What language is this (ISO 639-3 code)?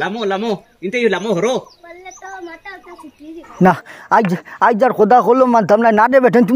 syl